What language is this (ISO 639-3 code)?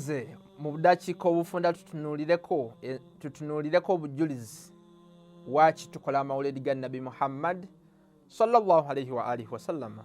lug